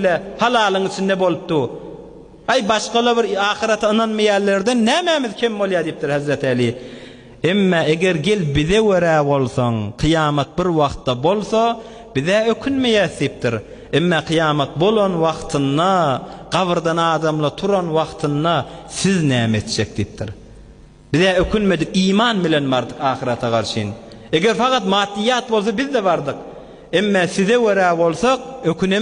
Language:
Turkmen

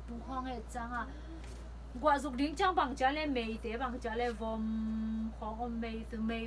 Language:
Tedim Chin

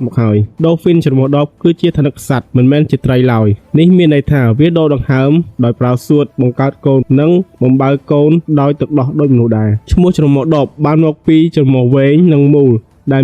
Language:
Khmer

